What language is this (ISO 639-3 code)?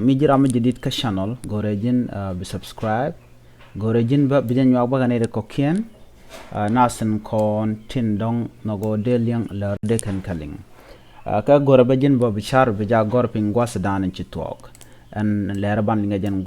nus